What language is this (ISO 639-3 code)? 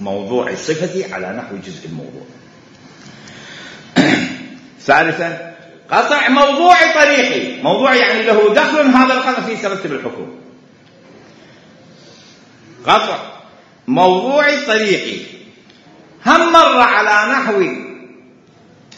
ara